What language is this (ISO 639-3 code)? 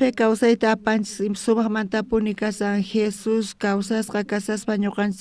quh